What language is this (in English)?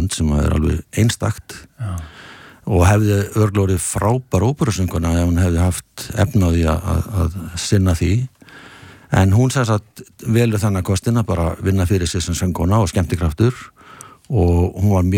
Icelandic